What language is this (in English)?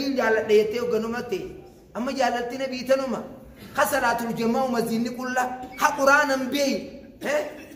Oromo